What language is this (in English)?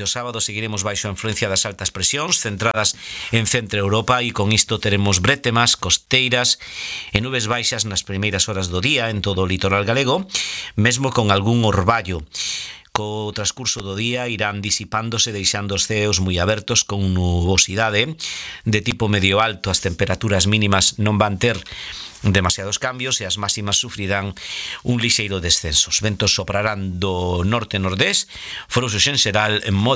Galician